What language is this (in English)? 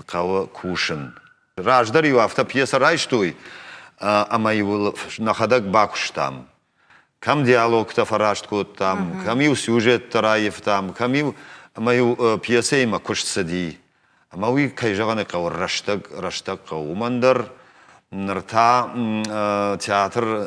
Ossetic